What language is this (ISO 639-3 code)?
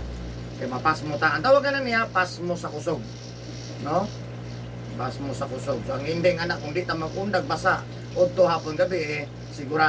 ceb